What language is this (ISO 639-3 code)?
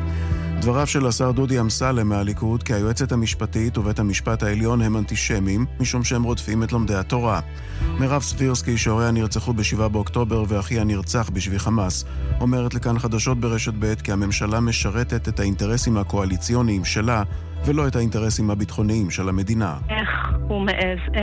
heb